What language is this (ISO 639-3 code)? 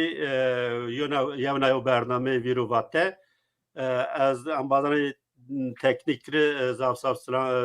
zza